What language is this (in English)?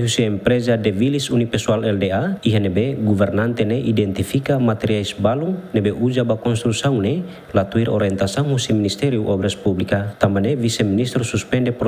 Tetum